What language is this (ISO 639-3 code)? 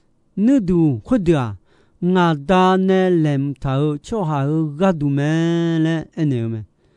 ahk